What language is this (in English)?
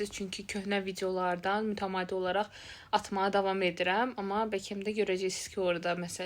Azerbaijani